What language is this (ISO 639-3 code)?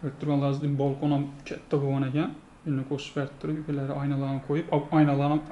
uzb